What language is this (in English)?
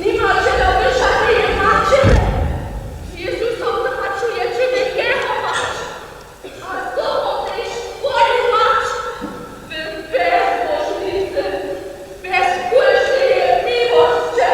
Upper Sorbian